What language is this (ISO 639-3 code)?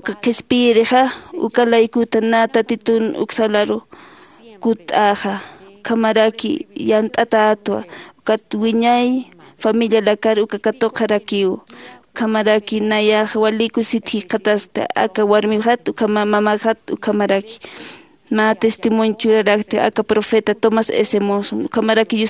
aym